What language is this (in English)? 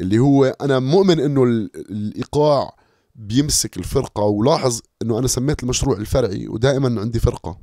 North Levantine Arabic